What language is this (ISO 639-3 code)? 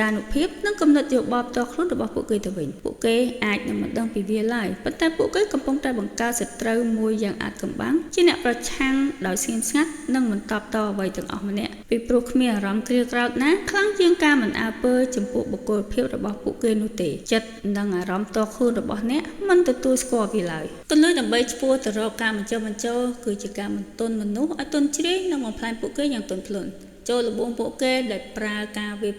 khm